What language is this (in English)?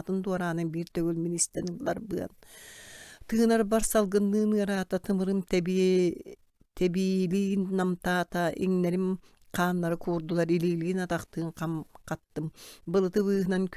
Yakut